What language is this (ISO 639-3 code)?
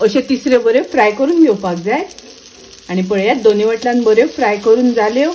kok